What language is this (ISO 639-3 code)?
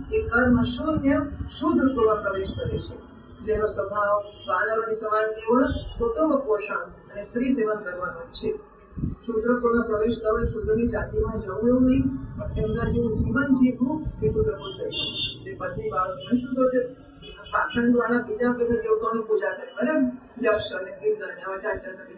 guj